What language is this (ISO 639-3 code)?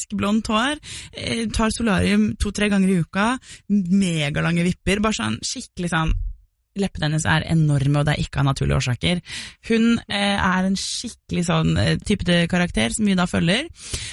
nor